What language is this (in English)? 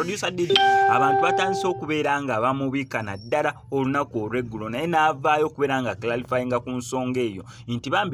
Ganda